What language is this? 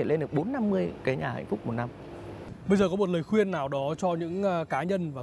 Vietnamese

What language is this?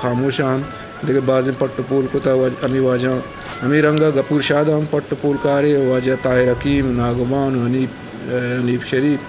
Eastern Balochi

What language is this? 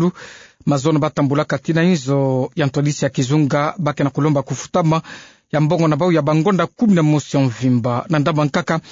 Kituba (Democratic Republic of Congo)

